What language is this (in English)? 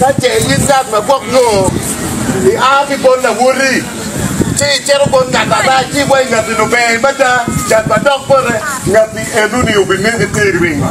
Acoli